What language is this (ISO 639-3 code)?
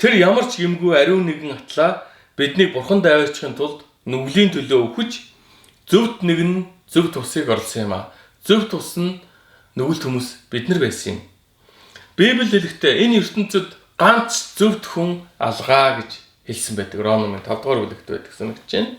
mon